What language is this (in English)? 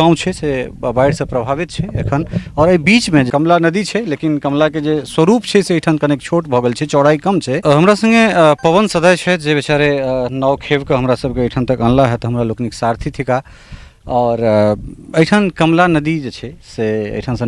Maithili